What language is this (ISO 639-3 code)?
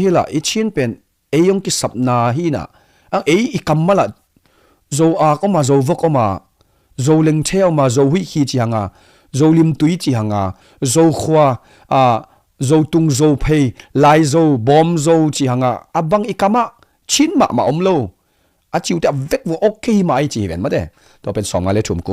ctd